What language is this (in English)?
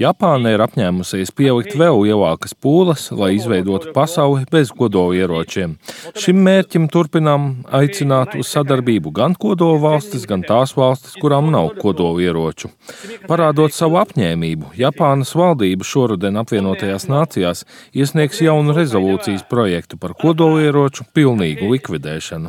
Latvian